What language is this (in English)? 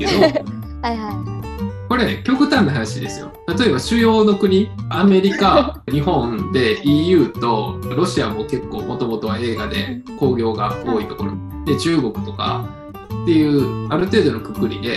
Japanese